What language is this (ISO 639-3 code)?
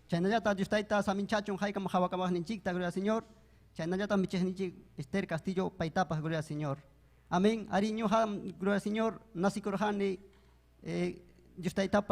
quy